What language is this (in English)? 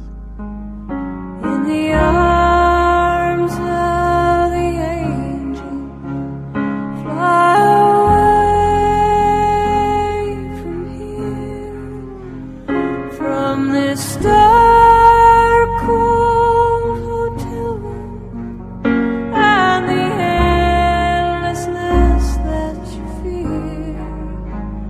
English